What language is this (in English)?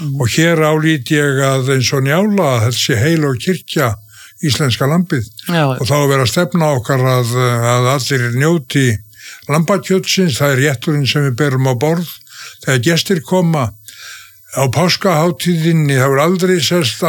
Icelandic